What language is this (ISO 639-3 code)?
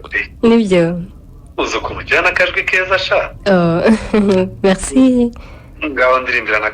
kin